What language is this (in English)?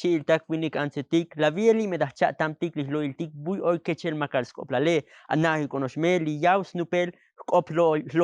Tzotzil